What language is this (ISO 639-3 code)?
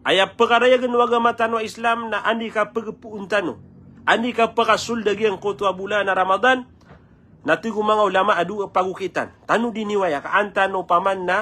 mrw